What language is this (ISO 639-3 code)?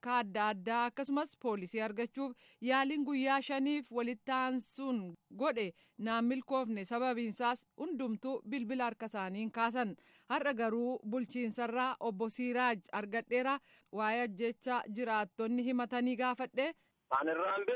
orm